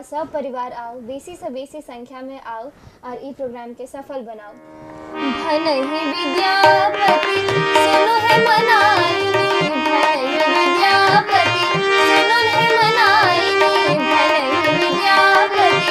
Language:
Maithili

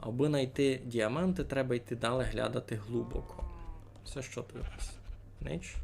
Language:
Rusyn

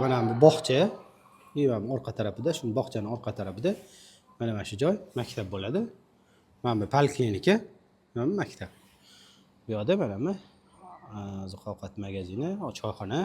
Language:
Uzbek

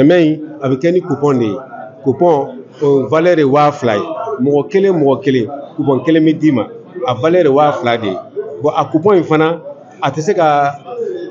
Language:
Bambara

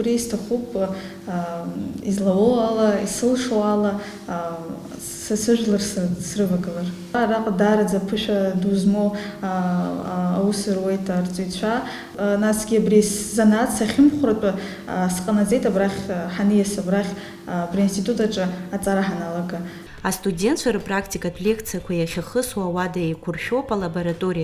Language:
Abkhazian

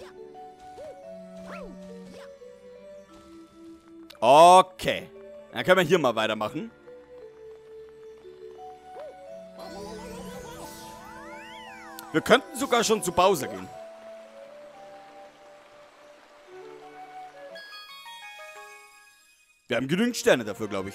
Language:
German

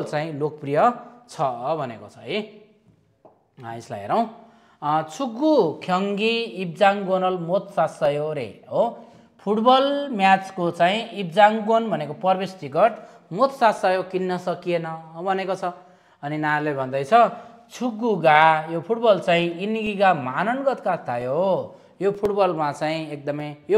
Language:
Nepali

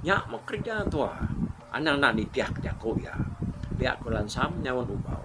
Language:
Iban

